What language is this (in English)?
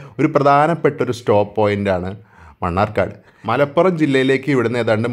Malayalam